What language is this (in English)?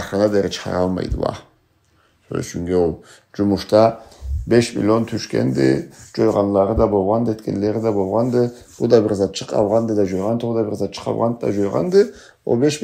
Karachay-Balkar